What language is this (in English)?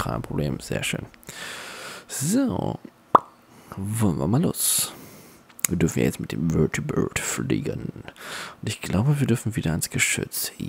German